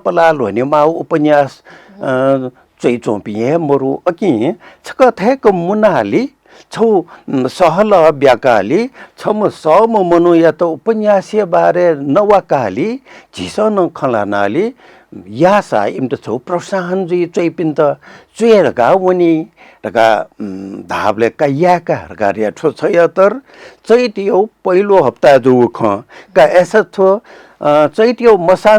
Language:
Newari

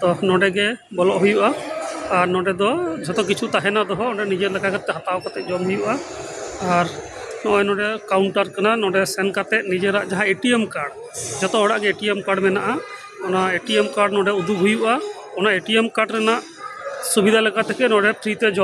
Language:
Santali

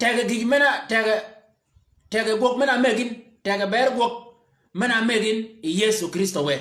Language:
Shilluk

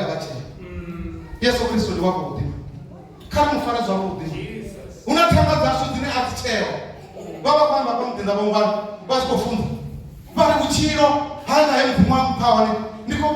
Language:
Venda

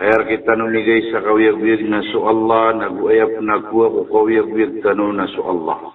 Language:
Maranao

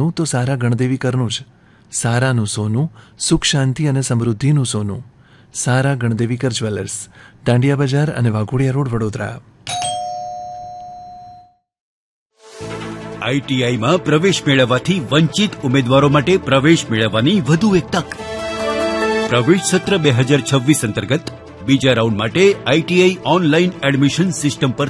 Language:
Gujarati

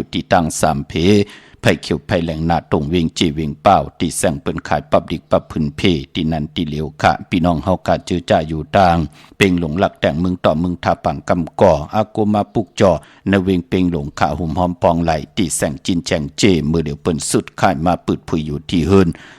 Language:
Shan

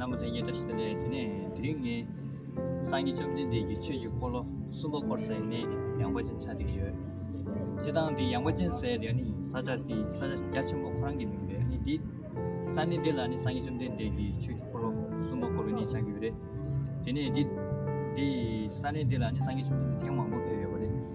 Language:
Tibetan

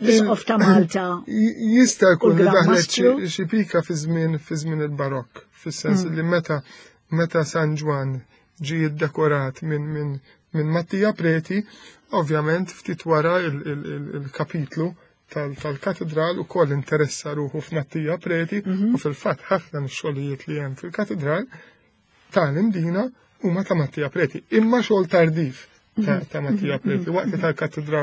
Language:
Maltese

